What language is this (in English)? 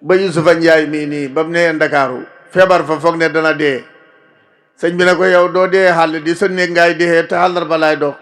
Wolof